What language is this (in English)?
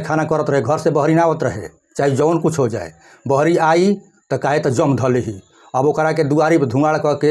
Bhojpuri